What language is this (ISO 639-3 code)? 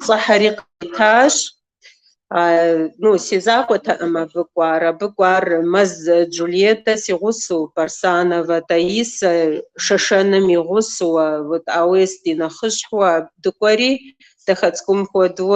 kbd